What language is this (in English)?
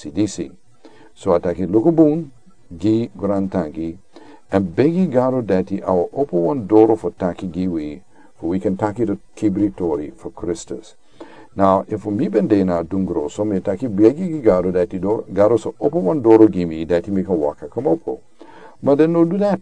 Sranan Tongo